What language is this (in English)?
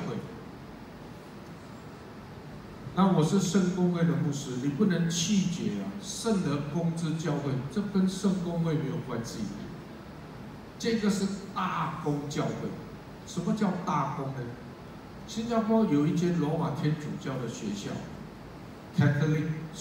Chinese